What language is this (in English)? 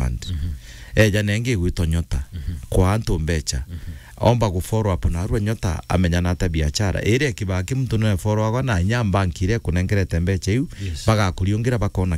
Meru